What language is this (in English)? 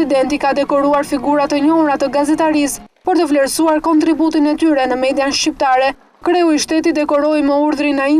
Albanian